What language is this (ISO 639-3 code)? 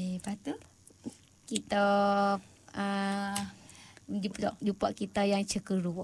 msa